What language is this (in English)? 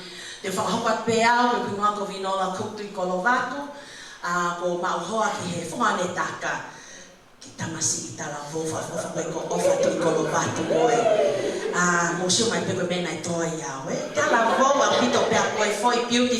Tongan